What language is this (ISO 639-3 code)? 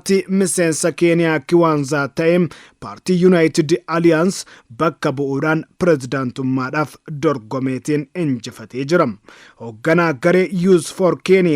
orm